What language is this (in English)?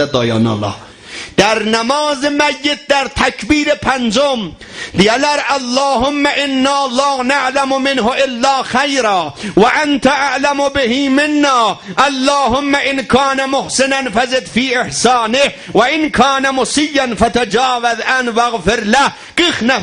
South Azerbaijani